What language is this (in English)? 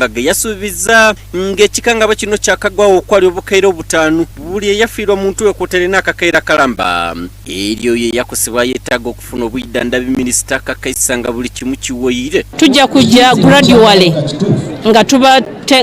Soga